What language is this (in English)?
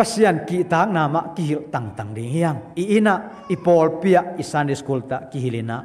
Tedim Chin